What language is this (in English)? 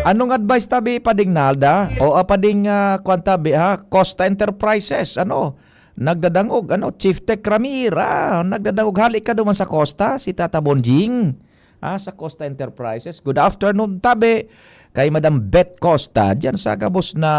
Bikol